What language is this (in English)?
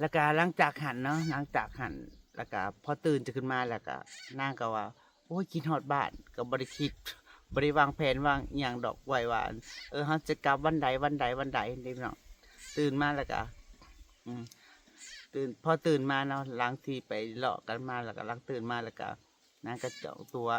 Northeastern Thai